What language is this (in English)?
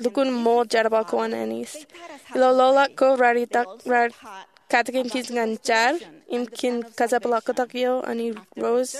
Marshallese